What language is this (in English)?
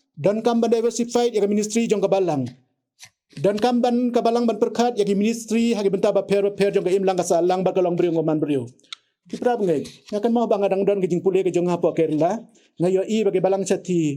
Khasi